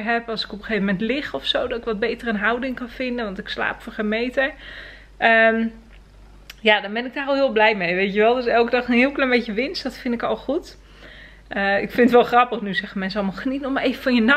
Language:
Dutch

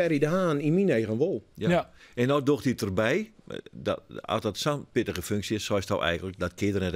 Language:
Western Frisian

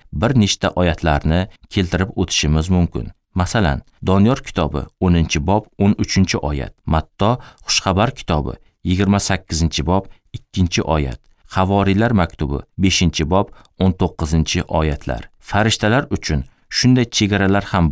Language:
Uzbek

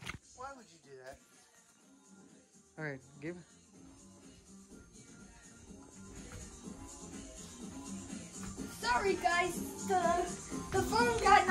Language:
English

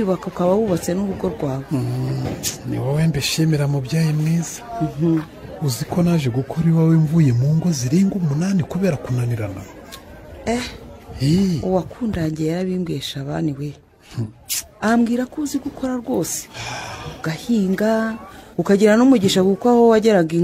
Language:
Kinyarwanda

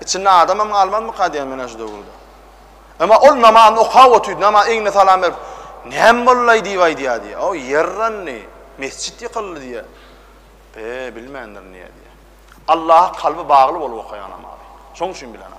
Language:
Turkmen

